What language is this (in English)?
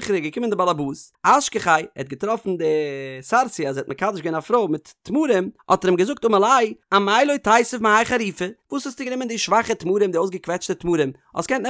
Yiddish